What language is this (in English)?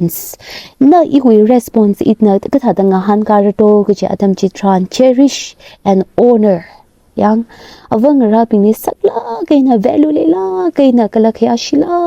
Tangkhul Naga (India)